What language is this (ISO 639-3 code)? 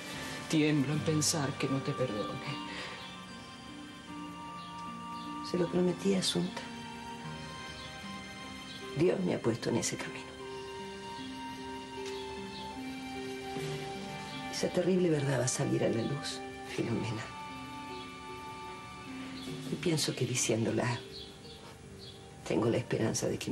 spa